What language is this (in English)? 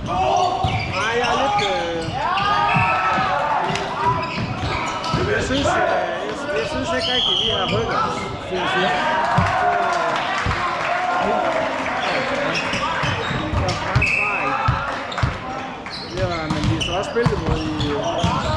Danish